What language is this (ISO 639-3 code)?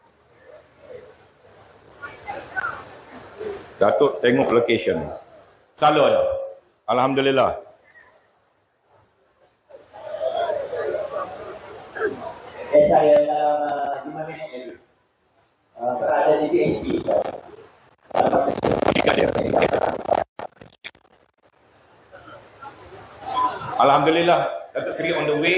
msa